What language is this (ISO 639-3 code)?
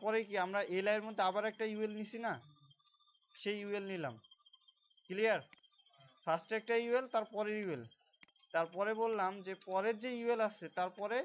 ben